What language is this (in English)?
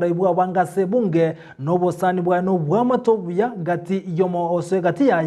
Gusii